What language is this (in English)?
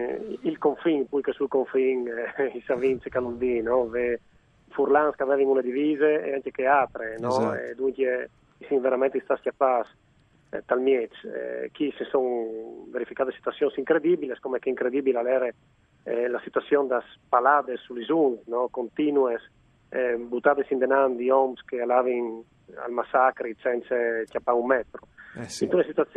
Friulian